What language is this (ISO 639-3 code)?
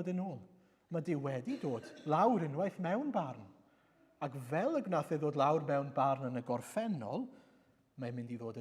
cym